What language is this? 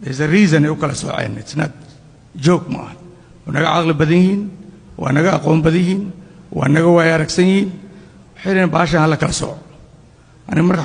Somali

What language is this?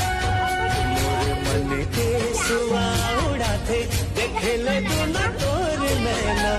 Chhattisgarhi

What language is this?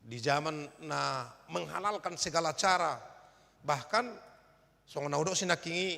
Batak Toba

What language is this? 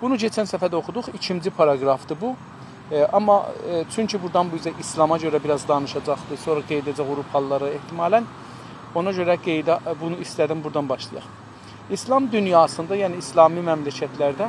South Azerbaijani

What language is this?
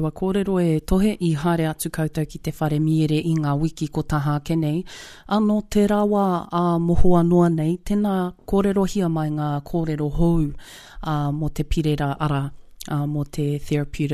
Māori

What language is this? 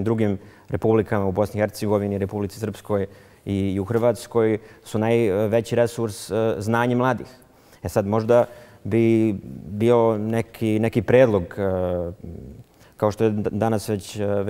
Bosnian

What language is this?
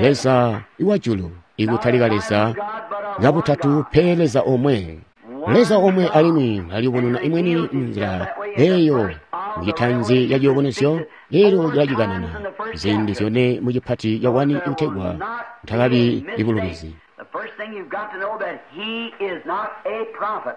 Tonga (Zambia)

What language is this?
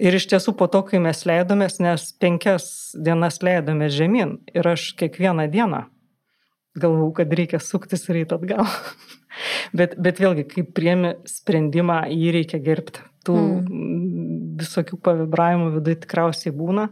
Lithuanian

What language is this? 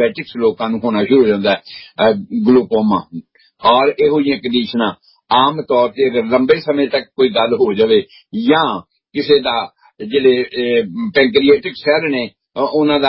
Punjabi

